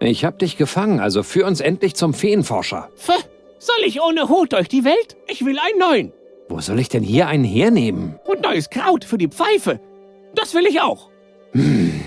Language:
Bavarian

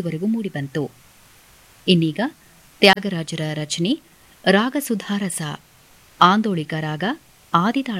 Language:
Kannada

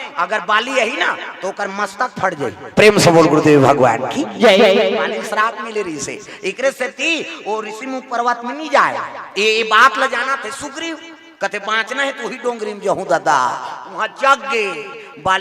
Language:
Chhattisgarhi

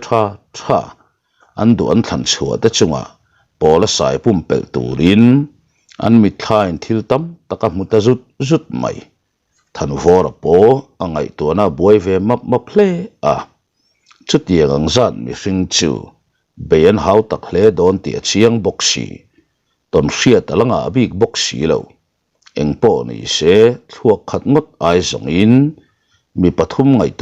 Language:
Mizo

